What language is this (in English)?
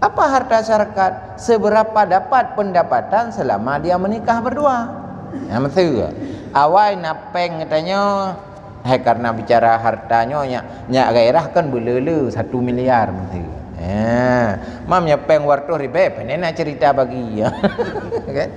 Achinese